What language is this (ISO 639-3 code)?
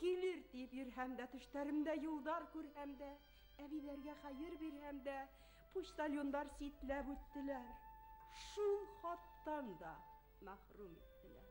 bak